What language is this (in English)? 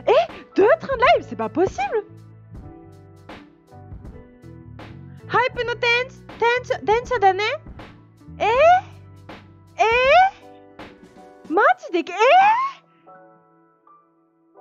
French